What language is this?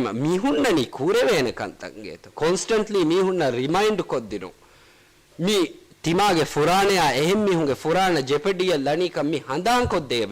Divehi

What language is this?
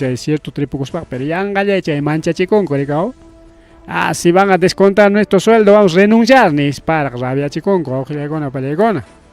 Ayacucho Quechua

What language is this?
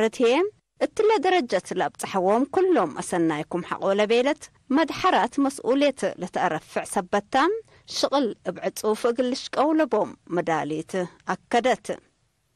Tigre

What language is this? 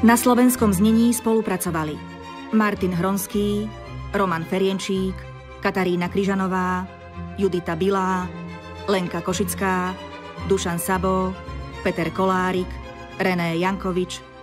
Slovak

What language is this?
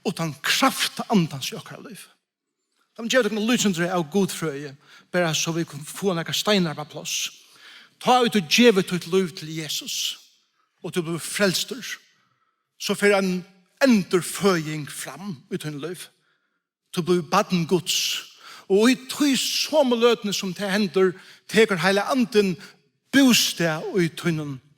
Faroese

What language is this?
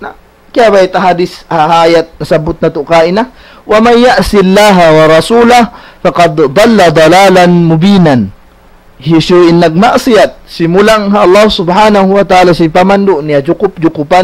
Tausug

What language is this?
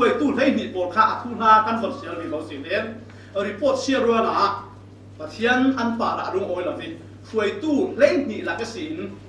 Falam Chin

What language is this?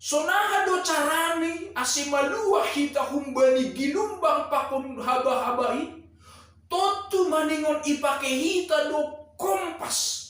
Batak Simalungun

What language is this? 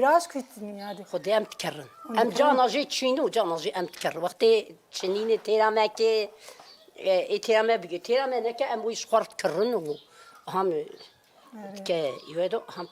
Kurdish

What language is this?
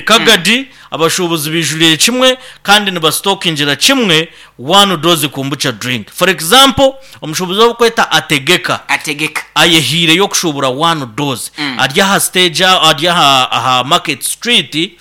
Nyankole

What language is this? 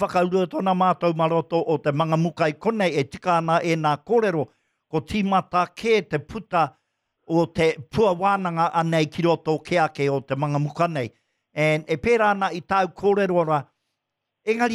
Māori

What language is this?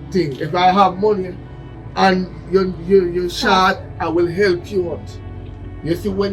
Jamaican Creole English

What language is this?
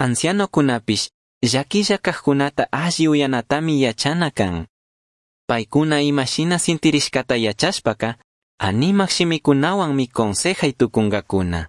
Chimborazo Highland Quichua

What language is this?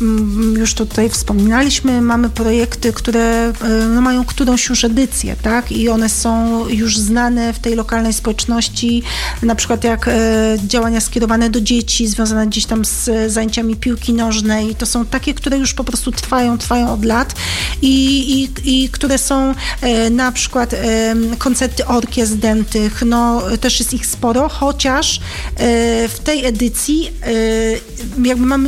Polish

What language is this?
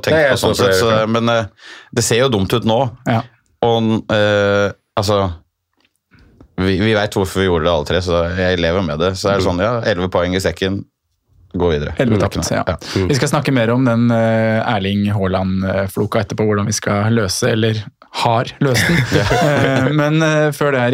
Norwegian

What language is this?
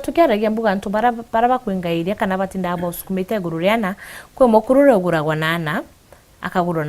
Meru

